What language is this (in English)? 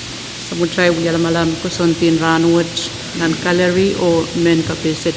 Pohnpeian